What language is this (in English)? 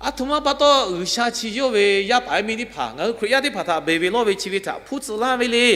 Lahu